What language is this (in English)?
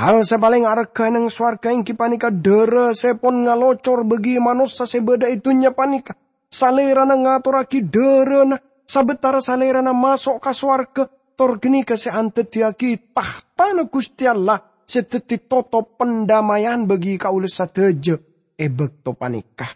Madurese